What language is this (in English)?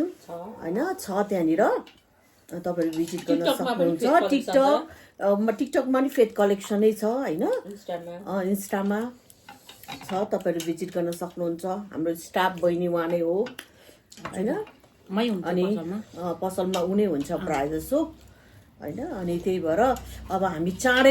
Nepali